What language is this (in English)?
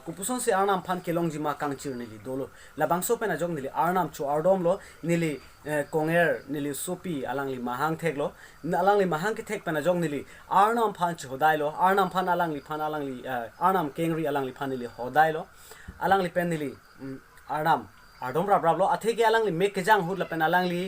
Karbi